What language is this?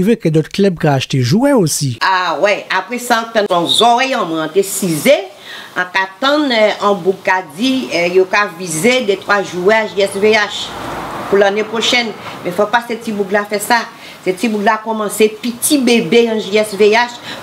Guadeloupean Creole French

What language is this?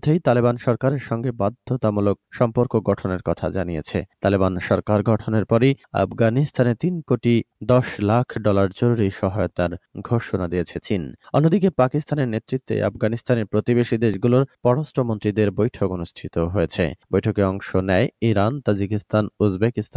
Bangla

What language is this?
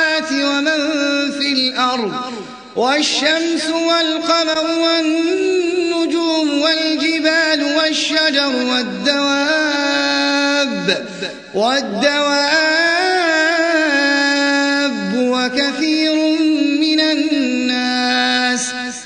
Arabic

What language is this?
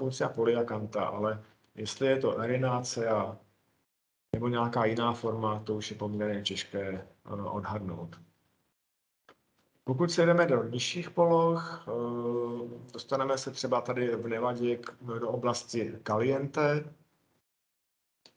Czech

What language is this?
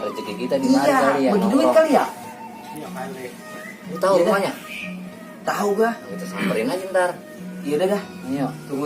Betawi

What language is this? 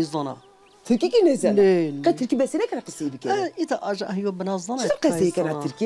Zaza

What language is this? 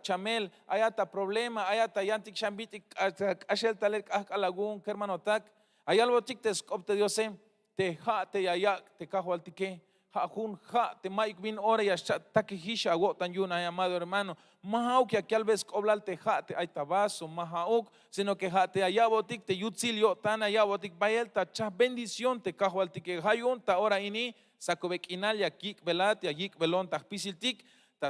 Tzeltal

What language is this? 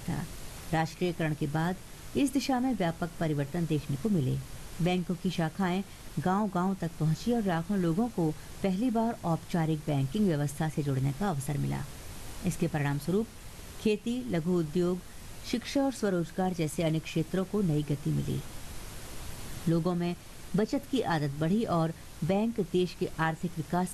Hindi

